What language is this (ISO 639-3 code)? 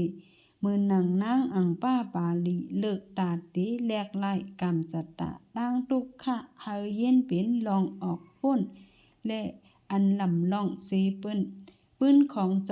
shn